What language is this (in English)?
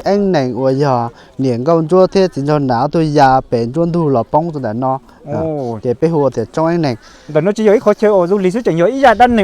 Hmong